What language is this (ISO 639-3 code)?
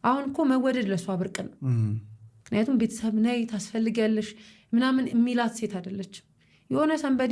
amh